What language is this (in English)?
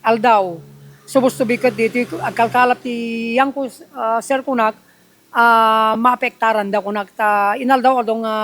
Iloko